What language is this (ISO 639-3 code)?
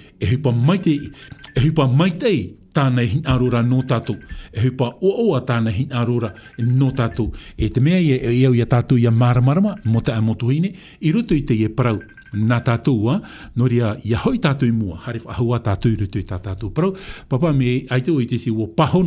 tah